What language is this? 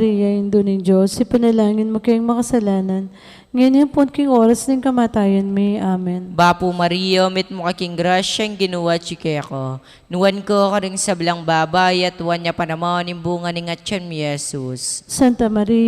Pampanga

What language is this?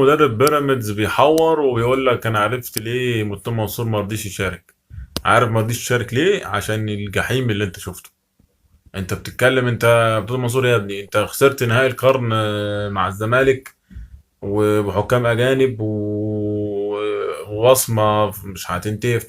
Egyptian Arabic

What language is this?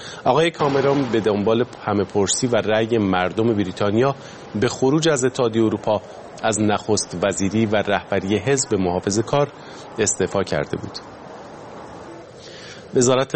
Persian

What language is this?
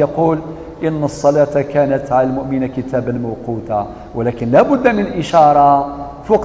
Kabyle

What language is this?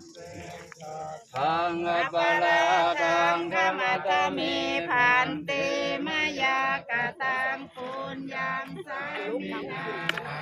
Northeastern Thai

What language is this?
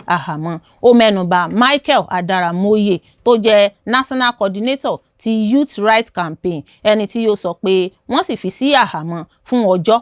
Yoruba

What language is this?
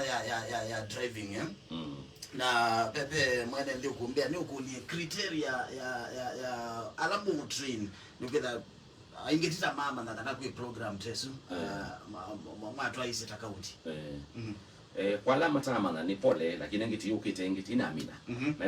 Kamba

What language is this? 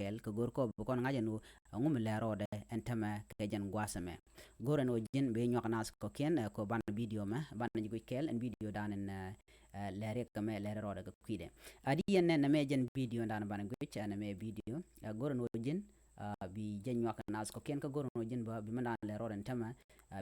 Nuer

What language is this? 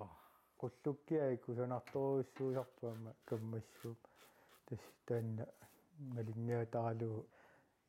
Kalaallisut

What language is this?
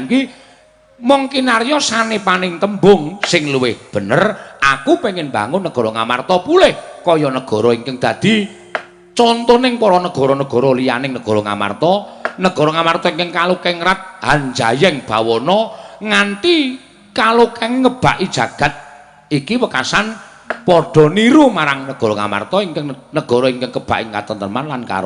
Javanese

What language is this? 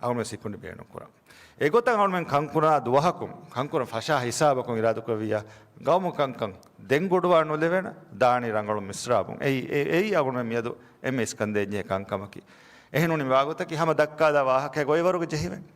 Divehi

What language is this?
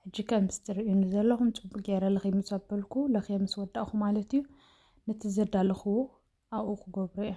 Tigrinya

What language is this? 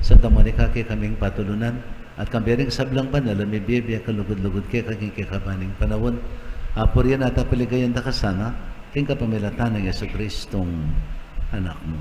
Pampanga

